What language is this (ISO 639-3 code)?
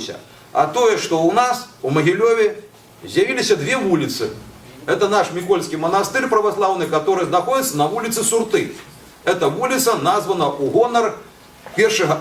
bel